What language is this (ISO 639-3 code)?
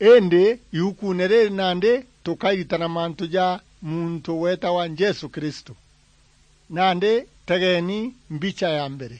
mer